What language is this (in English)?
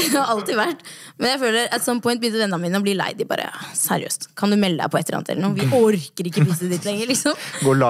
Norwegian